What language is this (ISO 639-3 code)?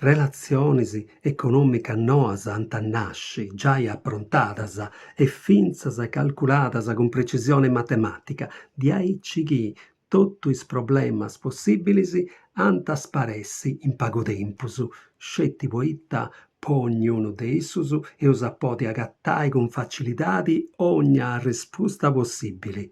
srd